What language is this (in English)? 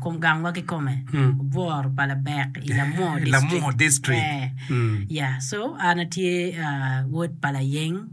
Acoli